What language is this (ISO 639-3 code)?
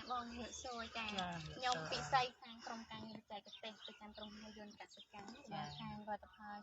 khm